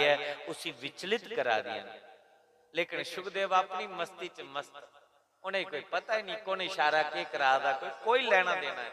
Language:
Dogri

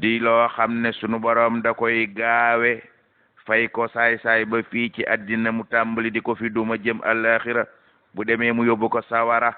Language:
Wolof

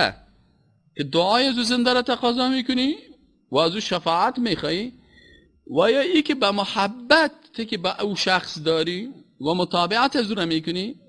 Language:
Persian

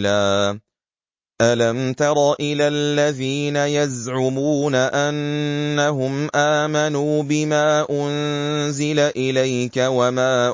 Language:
Arabic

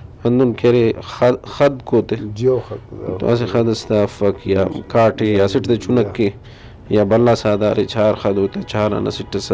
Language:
Brahui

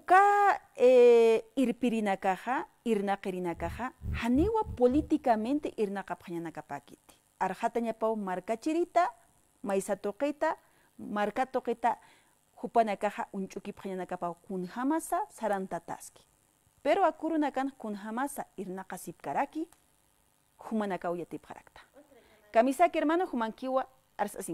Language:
Aymara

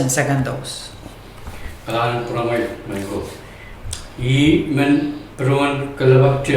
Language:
Pohnpeian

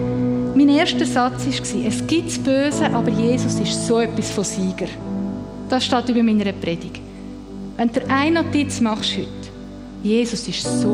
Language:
Swiss German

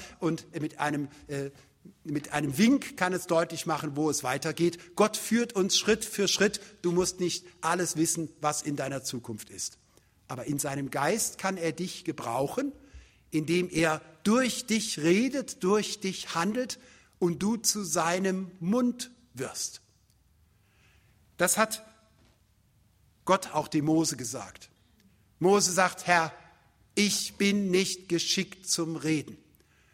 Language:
German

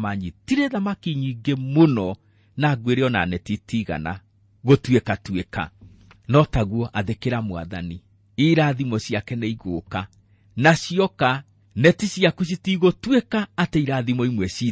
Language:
Kikuyu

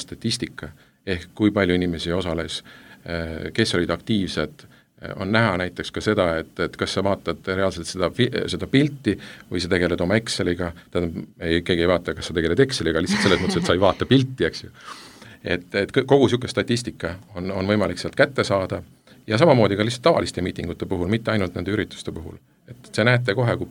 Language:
Estonian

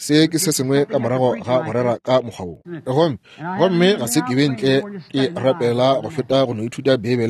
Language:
Northern Sotho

